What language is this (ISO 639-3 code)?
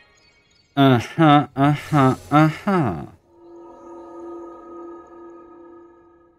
deu